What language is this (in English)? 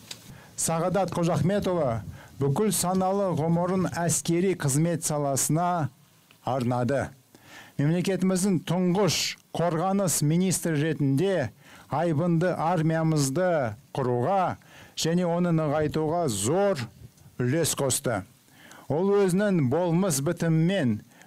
Kazakh